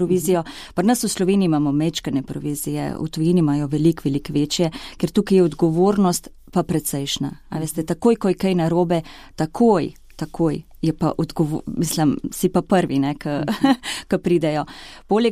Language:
Slovenian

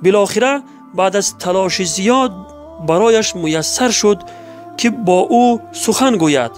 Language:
Tajik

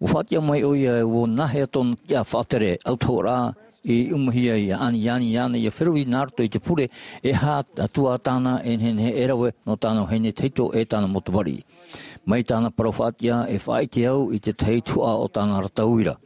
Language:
Tahitian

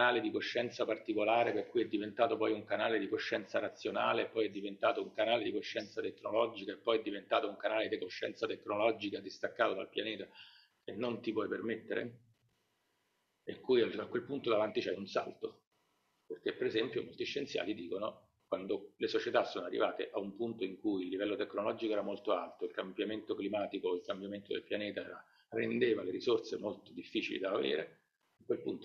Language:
Italian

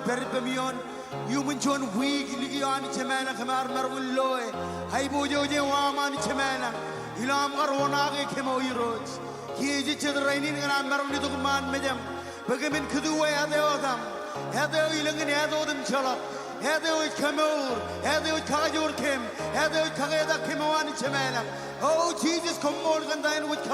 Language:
Marshallese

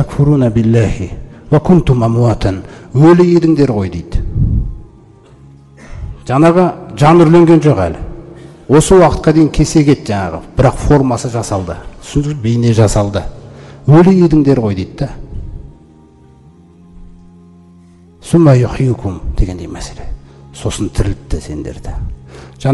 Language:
Kazakh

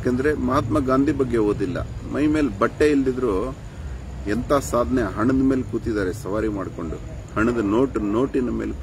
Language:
Kannada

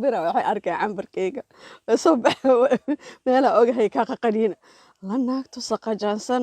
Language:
Somali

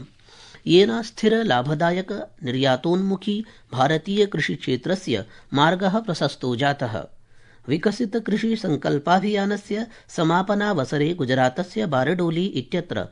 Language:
Sanskrit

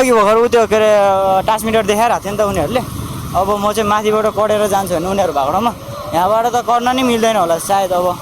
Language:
Nepali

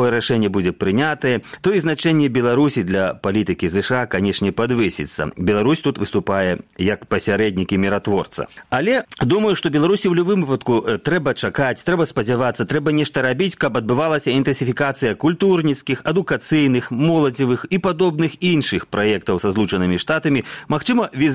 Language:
Belarusian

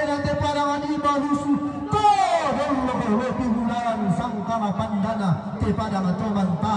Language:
Toraja-Sa'dan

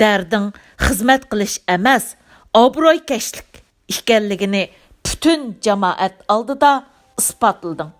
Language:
Uyghur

